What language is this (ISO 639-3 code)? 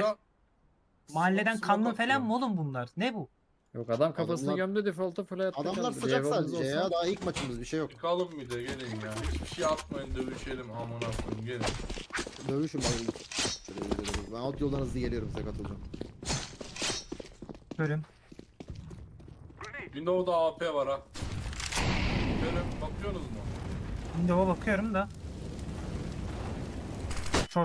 tur